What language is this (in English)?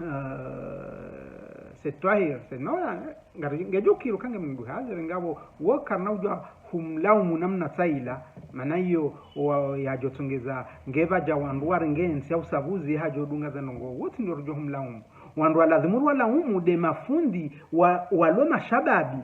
Ngazidja Comorian